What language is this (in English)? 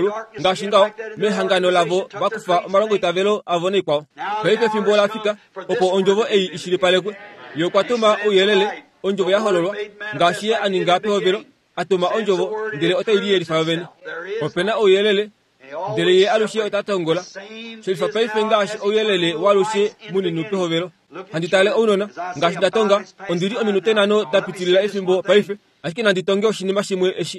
Kuanyama